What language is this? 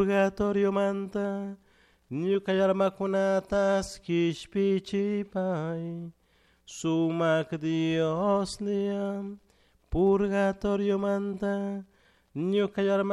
Chimborazo Highland Quichua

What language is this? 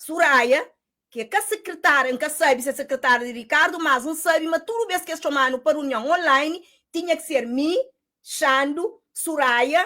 Kabuverdianu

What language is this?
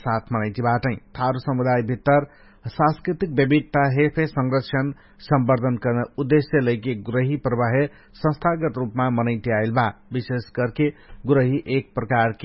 Dangaura Tharu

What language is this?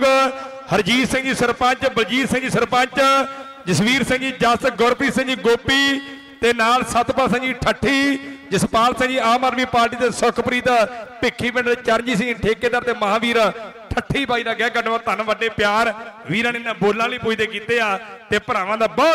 Punjabi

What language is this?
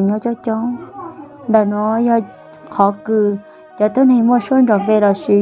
Hmong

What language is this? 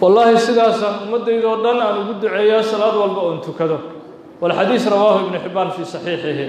Somali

